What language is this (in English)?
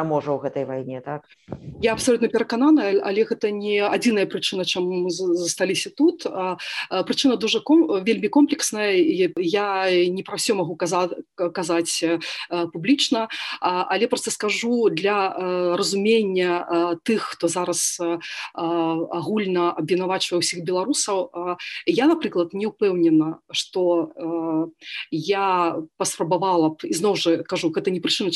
Belarusian